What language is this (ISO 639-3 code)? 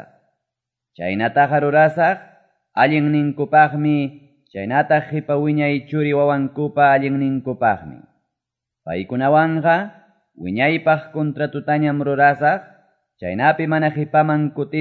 que